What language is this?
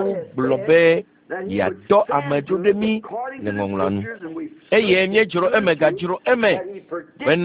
Ewe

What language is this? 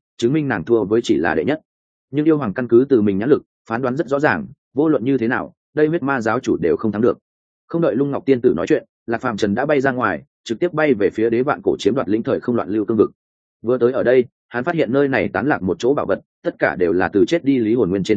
Vietnamese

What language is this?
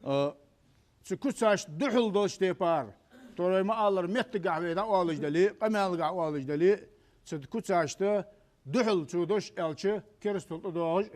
Ingush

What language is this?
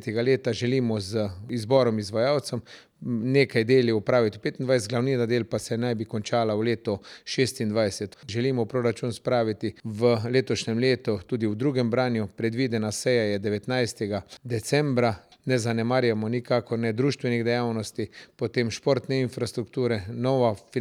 Slovenian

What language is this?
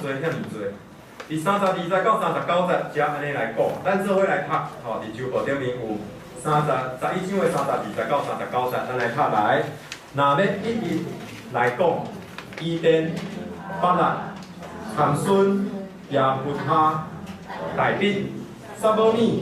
Min Nan Chinese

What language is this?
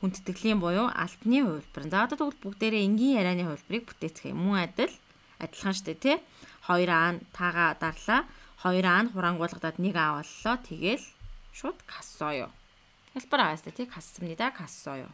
Mongolian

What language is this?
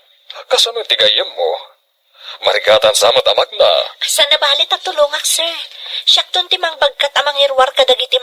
Iloko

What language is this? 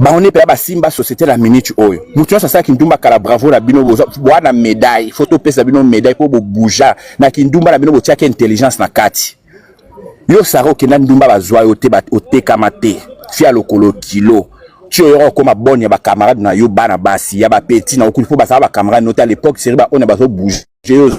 Lingala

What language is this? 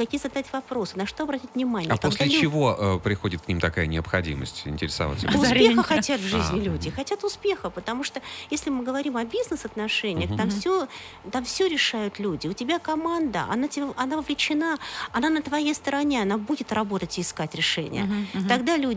Russian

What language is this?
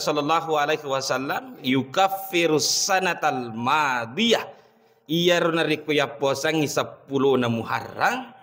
Buginese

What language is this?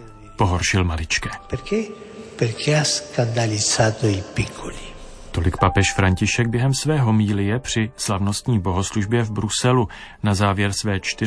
Czech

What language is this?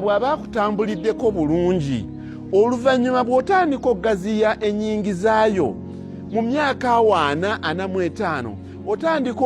Ganda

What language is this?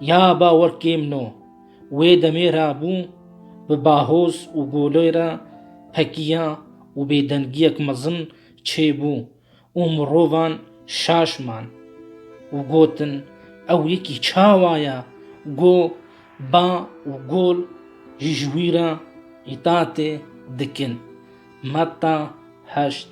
Kurdish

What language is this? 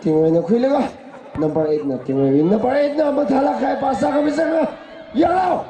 Tangkhul Naga (India)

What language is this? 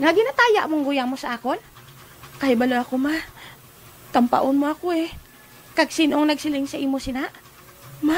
Hiligaynon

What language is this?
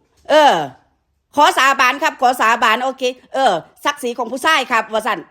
Northeastern Thai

